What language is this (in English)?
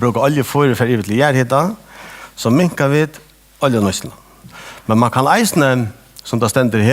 Faroese